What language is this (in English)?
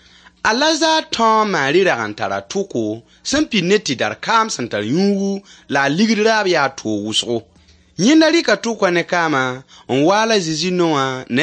Mossi